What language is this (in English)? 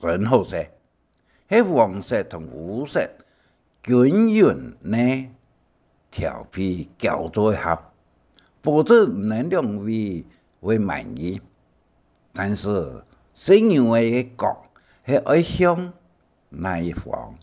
Hakka Chinese